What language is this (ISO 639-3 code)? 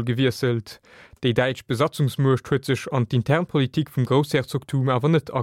ltz